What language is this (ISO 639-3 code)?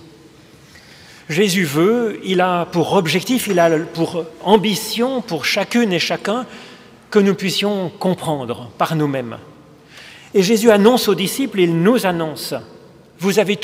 fra